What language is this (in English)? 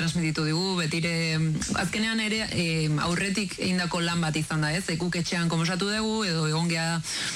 Basque